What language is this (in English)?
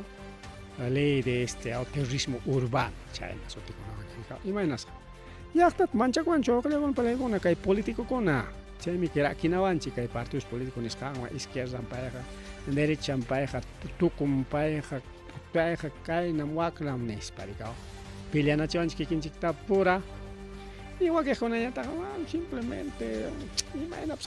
Ayacucho Quechua